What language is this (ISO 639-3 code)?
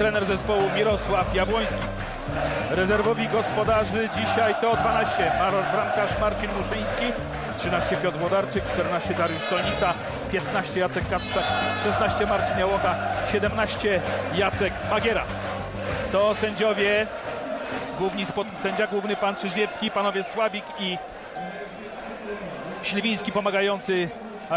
pol